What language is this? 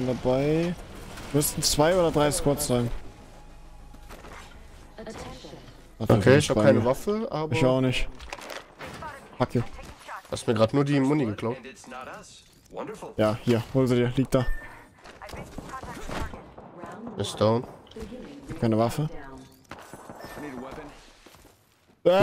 German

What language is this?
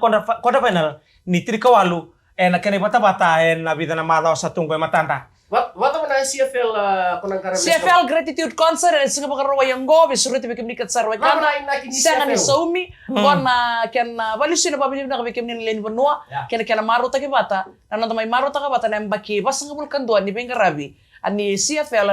Fijian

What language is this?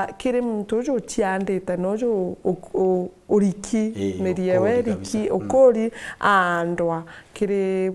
Meru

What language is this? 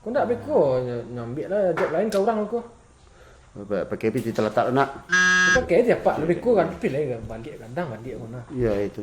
Minangkabau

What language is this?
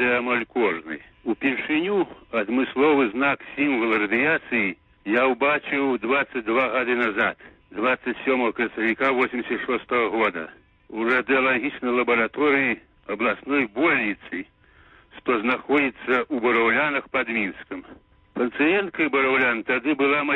Belarusian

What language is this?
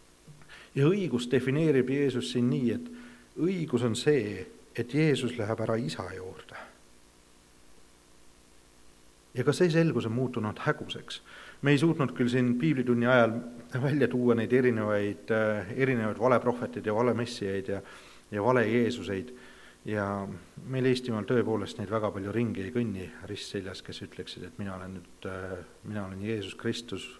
Estonian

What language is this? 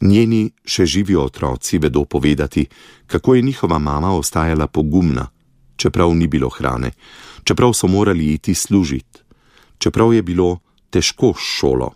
Slovenian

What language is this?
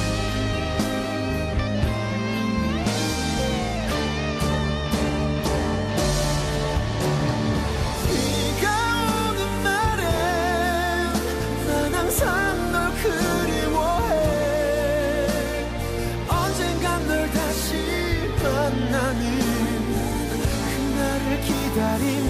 Korean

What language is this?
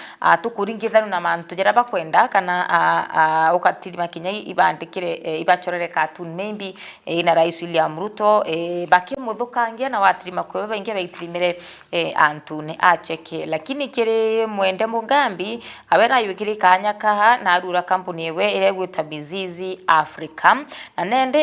Meru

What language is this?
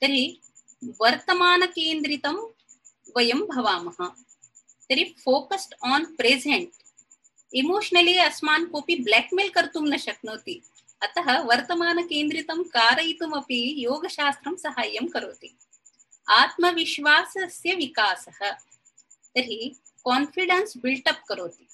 Sanskrit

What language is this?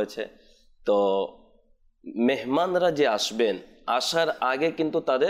Bangla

